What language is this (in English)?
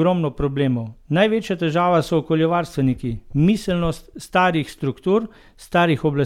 Slovenian